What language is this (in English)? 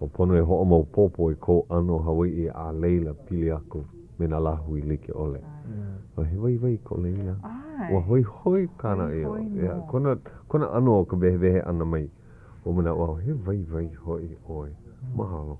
Hawaiian